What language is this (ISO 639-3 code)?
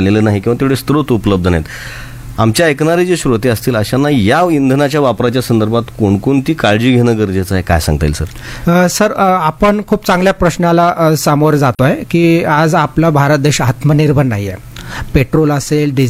mar